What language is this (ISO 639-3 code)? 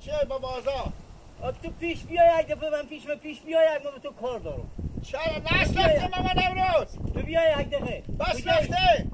haz